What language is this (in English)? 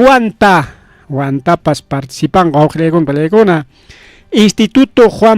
Ayacucho Quechua